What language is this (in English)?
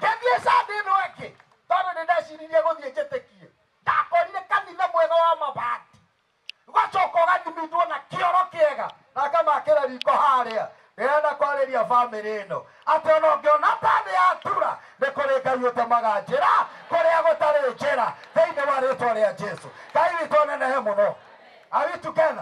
Kikuyu